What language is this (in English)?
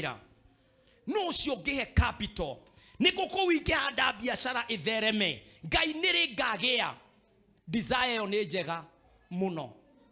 Kikuyu